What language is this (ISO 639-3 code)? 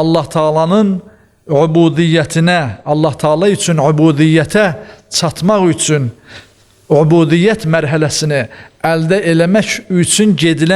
aze